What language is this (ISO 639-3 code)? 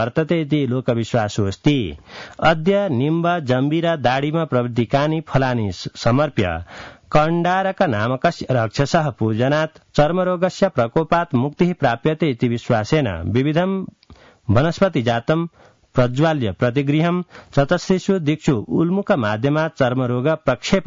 san